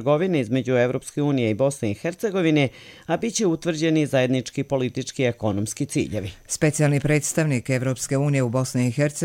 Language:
Bosnian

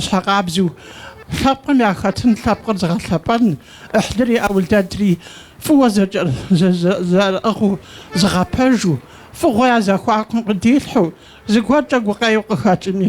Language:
Kabardian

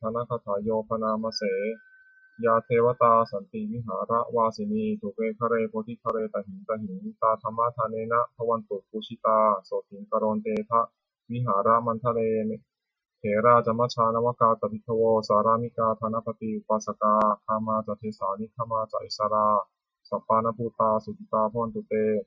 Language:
Pali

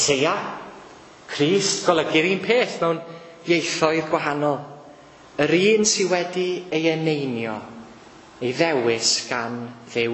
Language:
Welsh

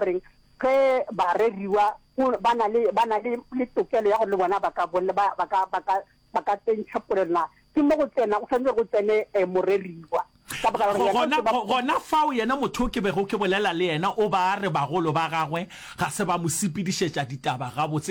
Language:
Northern Sotho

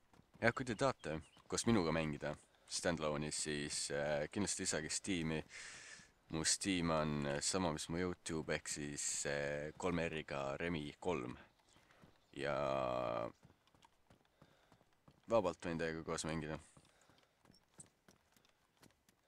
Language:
Estonian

